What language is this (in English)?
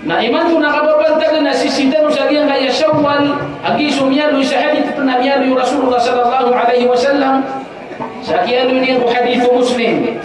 Maranao